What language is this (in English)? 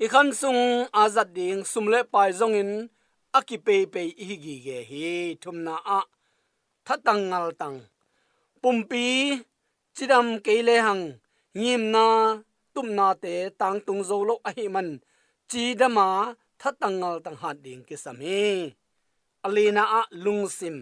Tedim Chin